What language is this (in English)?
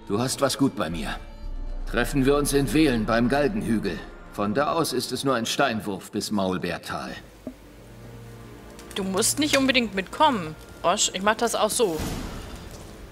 German